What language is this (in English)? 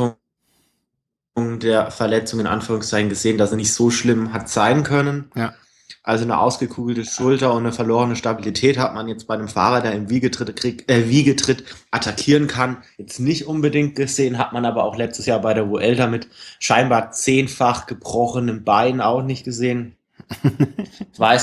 German